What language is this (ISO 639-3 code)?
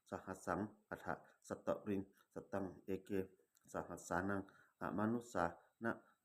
pli